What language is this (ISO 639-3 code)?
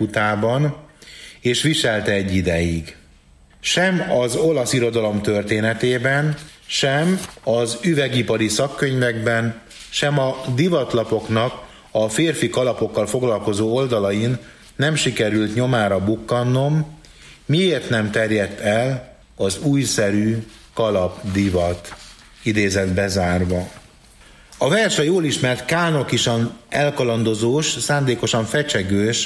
hun